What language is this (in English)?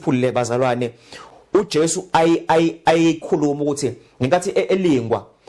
Zulu